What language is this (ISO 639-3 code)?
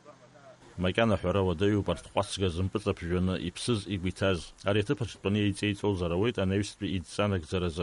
abk